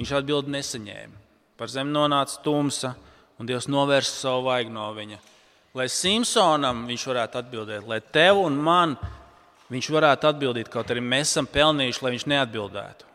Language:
Latvian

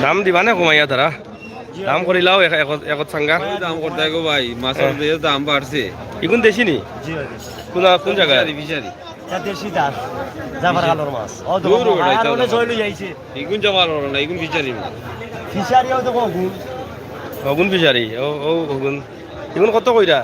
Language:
Sylheti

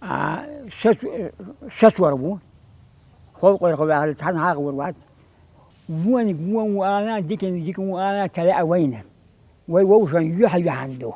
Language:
Chechen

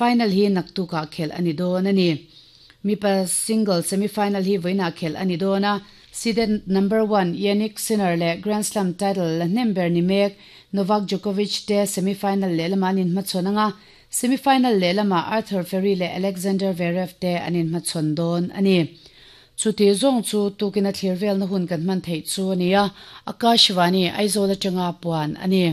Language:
Mizo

